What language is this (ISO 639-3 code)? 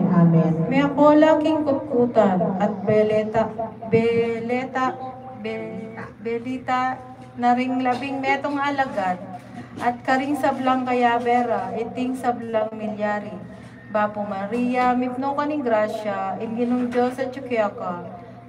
pam